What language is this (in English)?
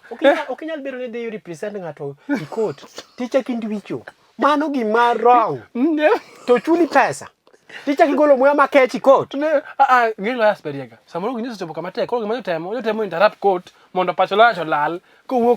Luo (Kenya and Tanzania)